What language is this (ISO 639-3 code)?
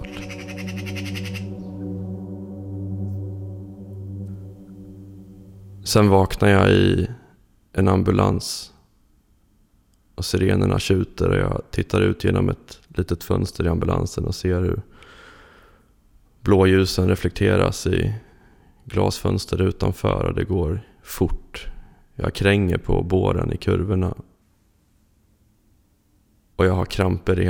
swe